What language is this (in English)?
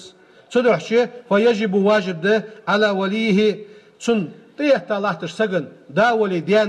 Ingush